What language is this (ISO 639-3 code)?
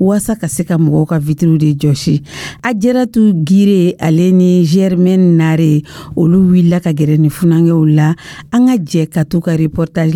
dyu